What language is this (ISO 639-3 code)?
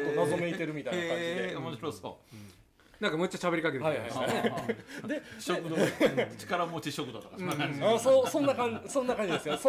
jpn